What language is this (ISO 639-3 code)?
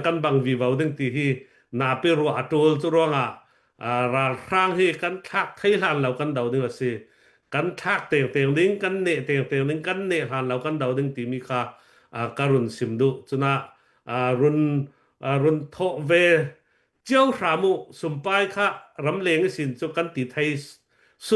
cnh